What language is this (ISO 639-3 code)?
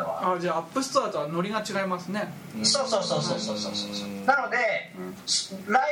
jpn